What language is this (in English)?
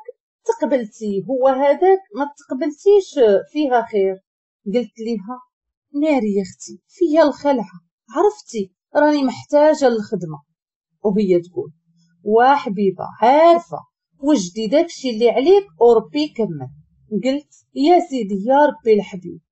Moroccan Arabic